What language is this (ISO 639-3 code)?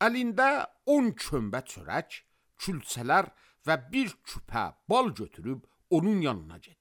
aze